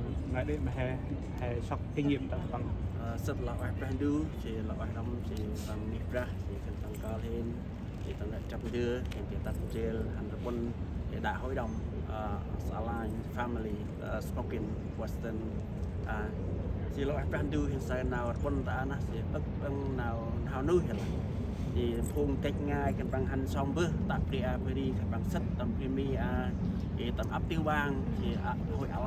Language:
Central Mnong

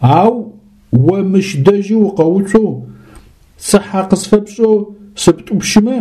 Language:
Adyghe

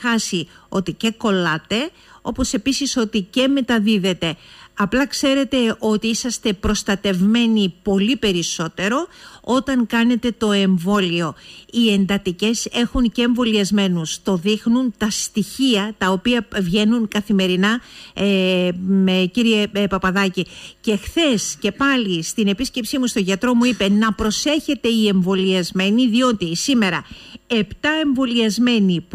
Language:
Greek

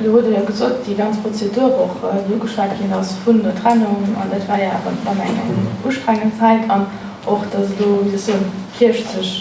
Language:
Luxembourgish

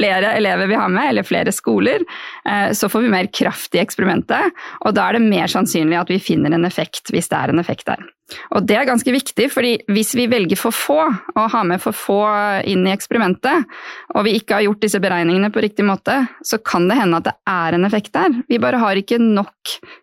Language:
Norwegian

